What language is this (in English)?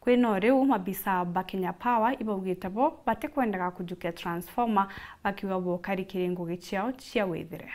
Meru